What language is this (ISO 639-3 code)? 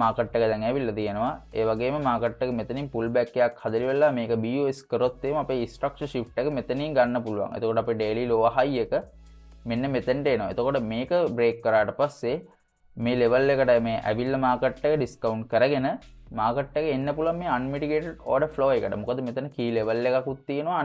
sin